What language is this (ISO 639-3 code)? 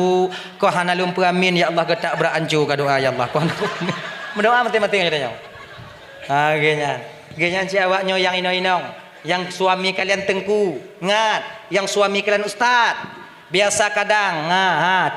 ace